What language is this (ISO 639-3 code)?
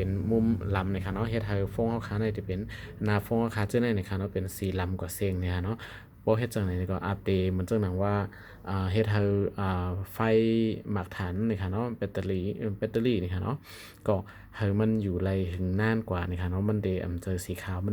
shn